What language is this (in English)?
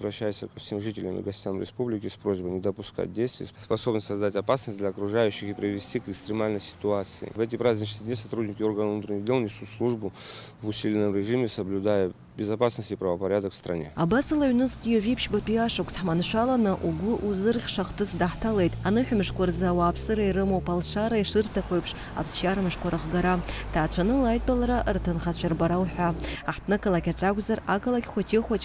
Abkhazian